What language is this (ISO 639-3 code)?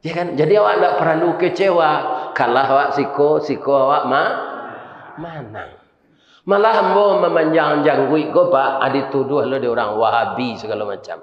min